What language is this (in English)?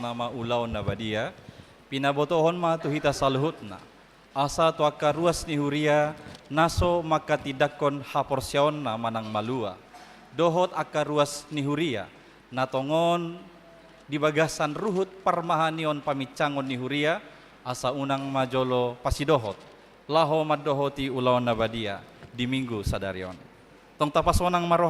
Batak Toba